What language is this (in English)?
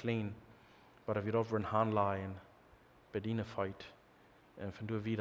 Plautdietsch